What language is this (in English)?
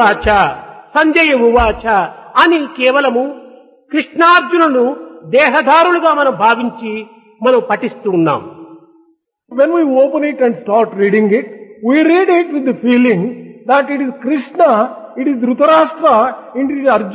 Telugu